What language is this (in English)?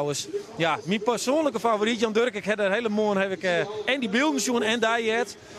Western Frisian